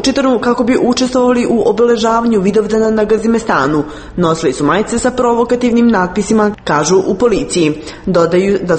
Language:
Serbian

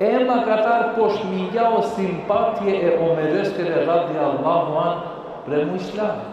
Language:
Balkan Romani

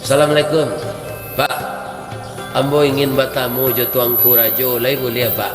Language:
Minangkabau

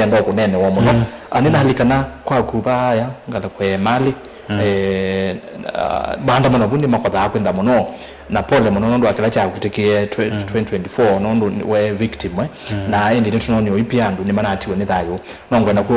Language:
Kamba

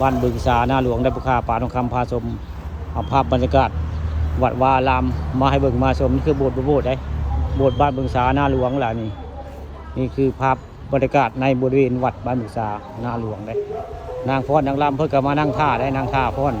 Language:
Northeastern Thai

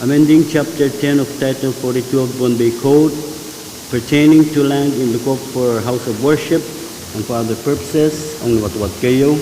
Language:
Pohnpeian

